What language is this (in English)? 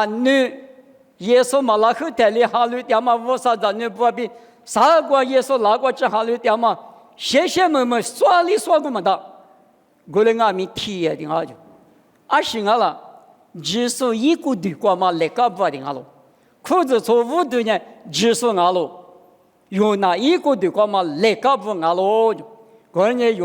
Lisu